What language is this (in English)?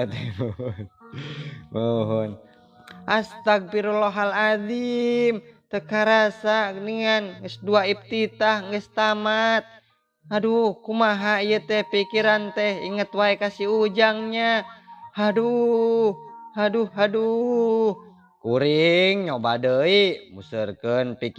Sundanese